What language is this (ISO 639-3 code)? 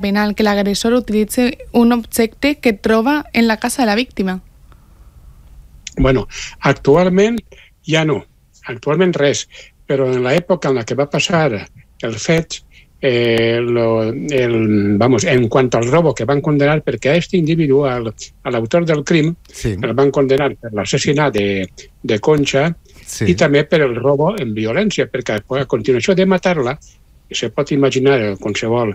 cat